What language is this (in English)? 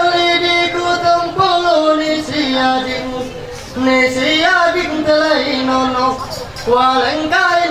Ma'anyan